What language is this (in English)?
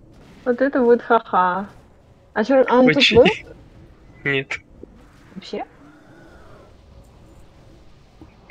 Russian